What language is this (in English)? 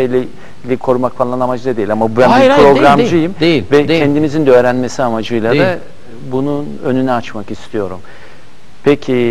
Turkish